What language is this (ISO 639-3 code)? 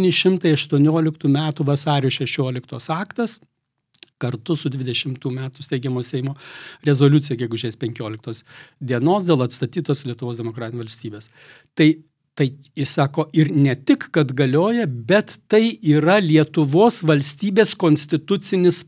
lit